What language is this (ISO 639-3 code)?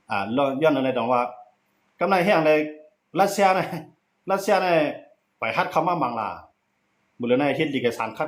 shn